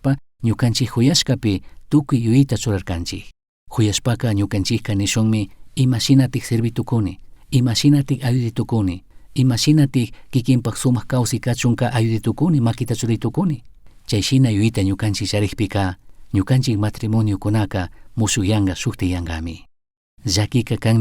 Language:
Chimborazo Highland Quichua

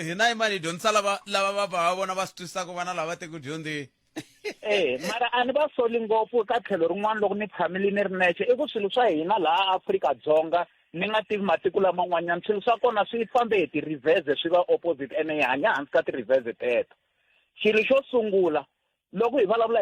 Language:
Tsonga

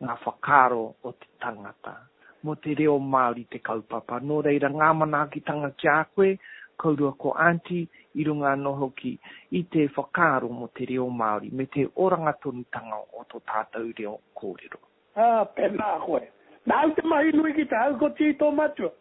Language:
Māori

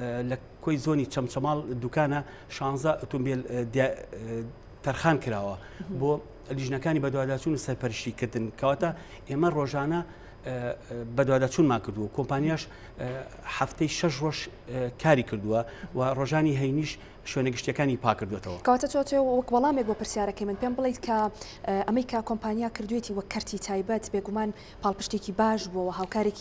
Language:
Central Kurdish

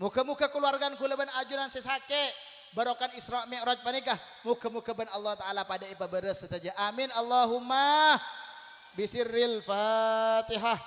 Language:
Madurese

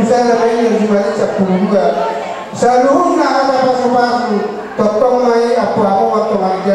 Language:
Batak Toba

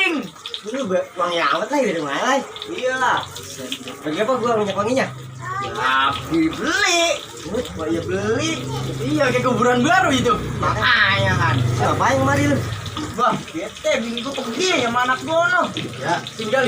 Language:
Betawi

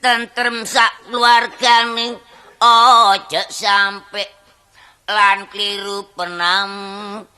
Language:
Javanese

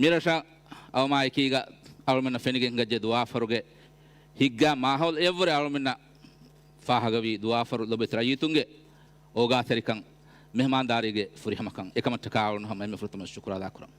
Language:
Divehi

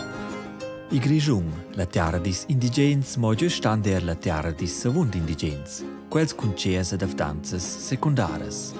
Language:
Romansh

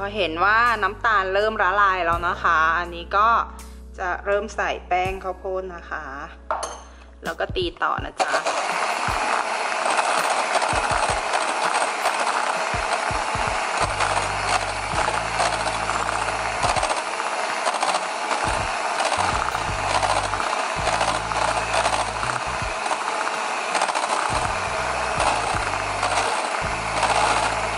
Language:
Thai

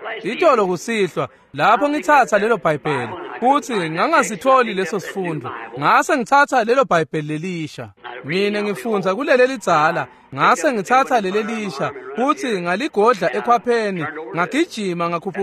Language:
Swati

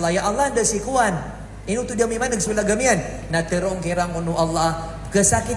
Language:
Maranao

